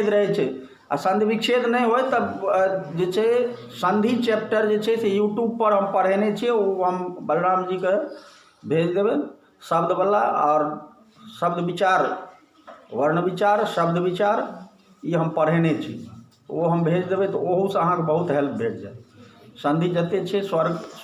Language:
Maithili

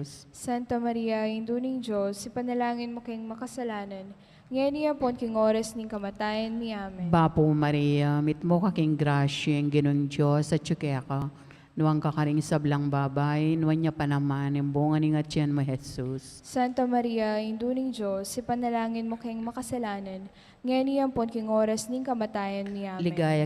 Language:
Pampanga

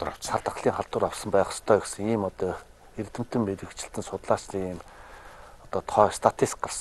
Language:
Mongolian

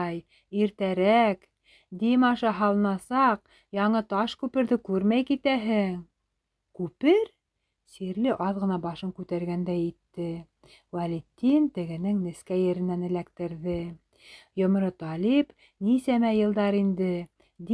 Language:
Bashkir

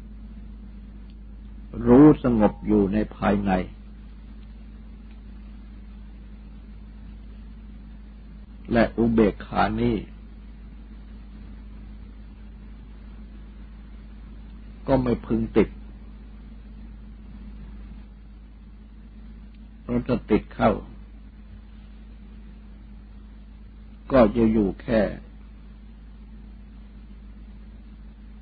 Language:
Thai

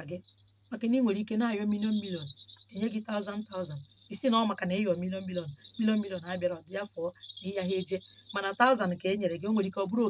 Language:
Igbo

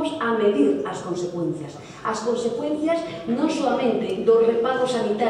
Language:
Galician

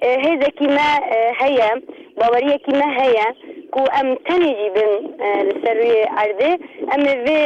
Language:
Kurdish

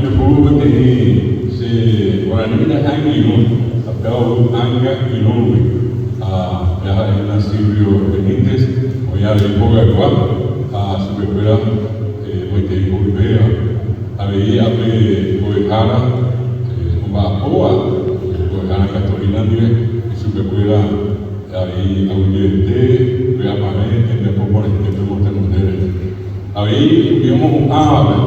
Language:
Guarani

